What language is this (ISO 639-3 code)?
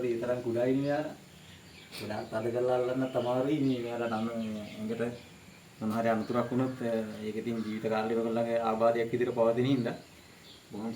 sin